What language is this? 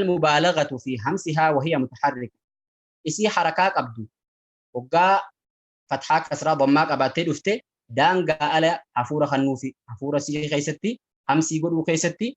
Oromo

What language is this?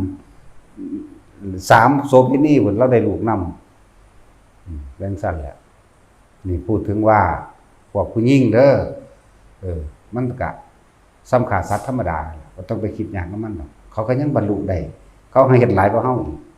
Northeastern Thai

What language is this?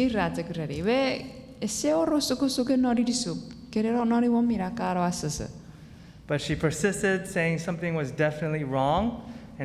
Chuukese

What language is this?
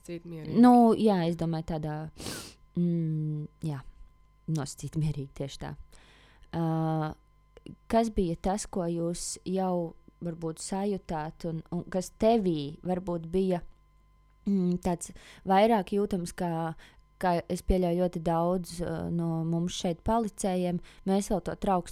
Latvian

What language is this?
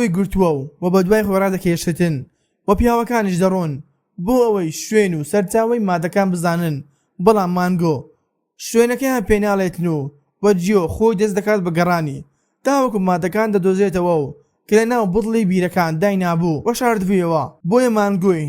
Central Kurdish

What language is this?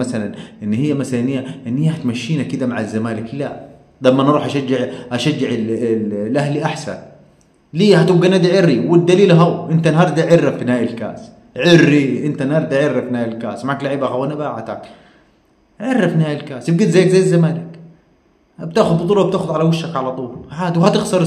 Egyptian Arabic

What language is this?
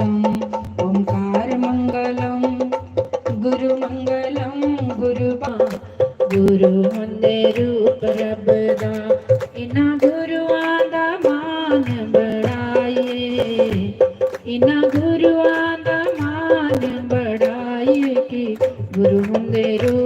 Dogri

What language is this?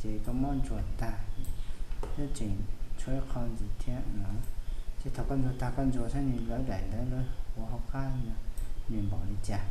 Hmong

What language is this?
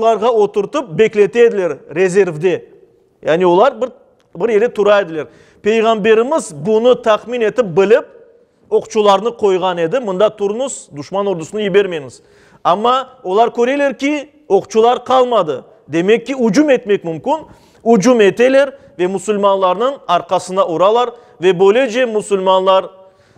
Crimean Tatar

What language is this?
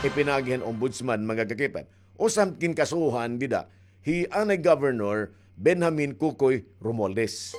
Waray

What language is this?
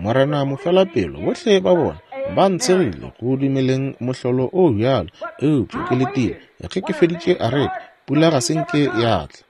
Northern Sotho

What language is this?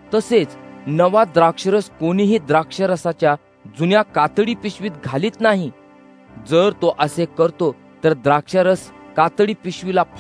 Marathi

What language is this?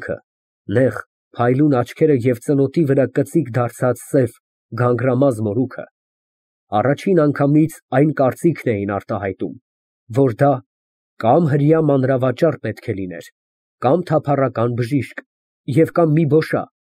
Armenian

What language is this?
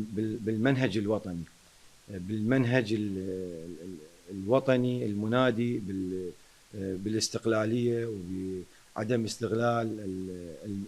Mesopotamian Arabic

